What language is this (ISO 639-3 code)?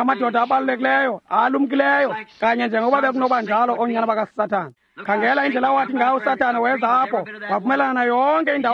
xho